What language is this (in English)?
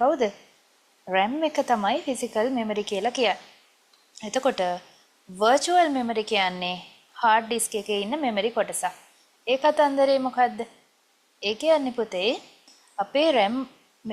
Sinhala